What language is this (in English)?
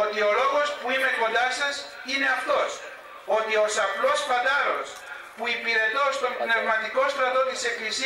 Greek